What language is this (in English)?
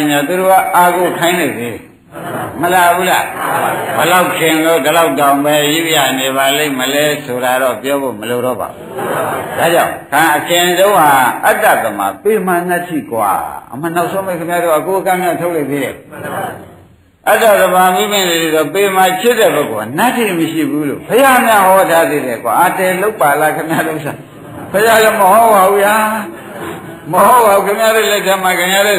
Burmese